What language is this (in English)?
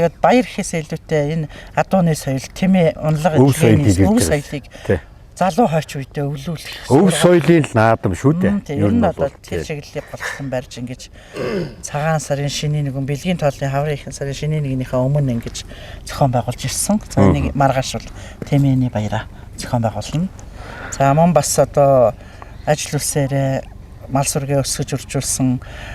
Mongolian